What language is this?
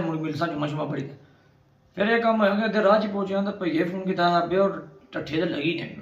Pahari-Potwari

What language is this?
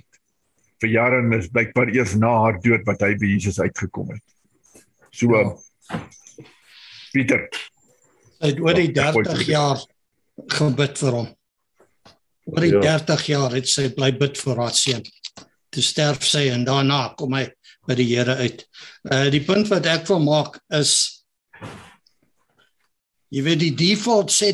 Afrikaans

